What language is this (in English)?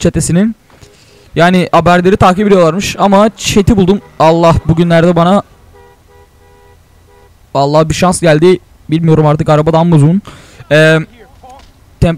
Turkish